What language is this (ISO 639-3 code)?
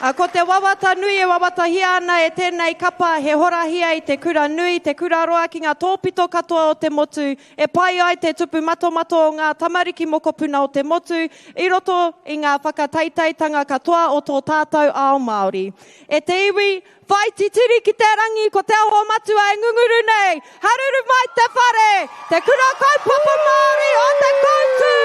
mri